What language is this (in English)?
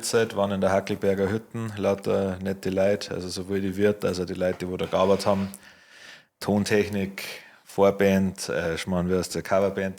Bavarian